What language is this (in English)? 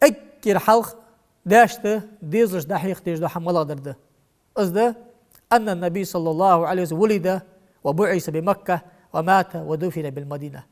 Ingush